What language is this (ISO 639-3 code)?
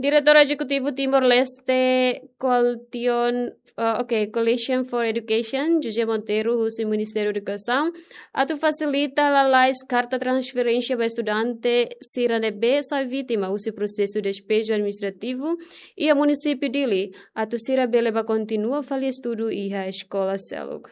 tet